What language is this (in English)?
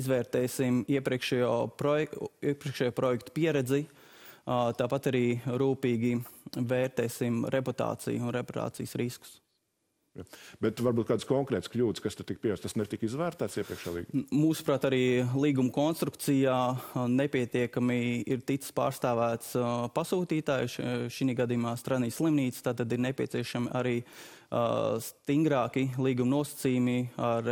Latvian